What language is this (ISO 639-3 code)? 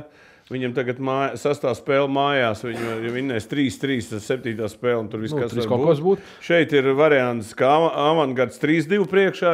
lav